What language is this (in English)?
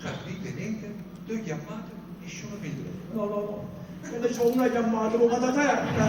Neapolitan